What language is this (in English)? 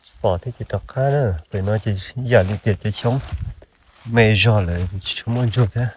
Hmong